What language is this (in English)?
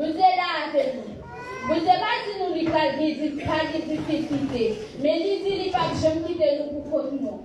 Haitian Creole